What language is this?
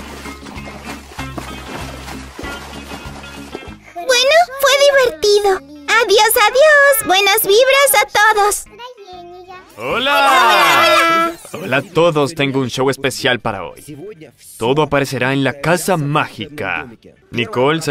Spanish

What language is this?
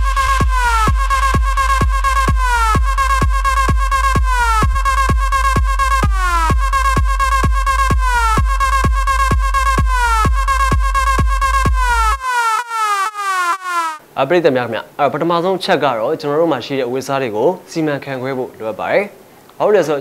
Burmese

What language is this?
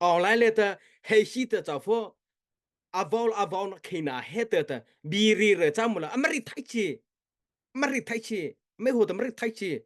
Mara Chin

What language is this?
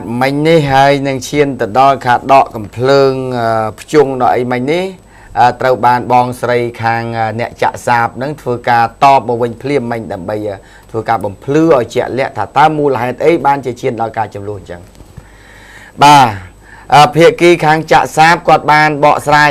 Khmer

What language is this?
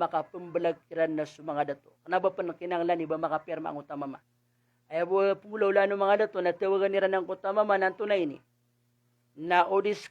Maranao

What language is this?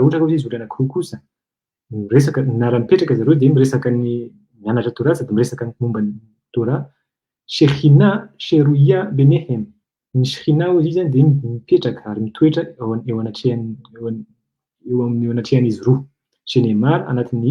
Malagasy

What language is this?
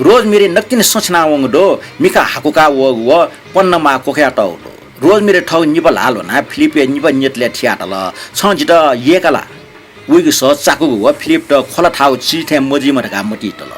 Newari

